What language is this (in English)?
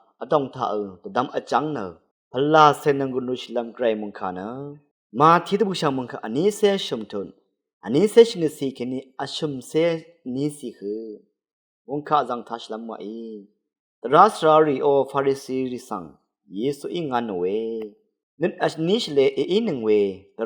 Rawang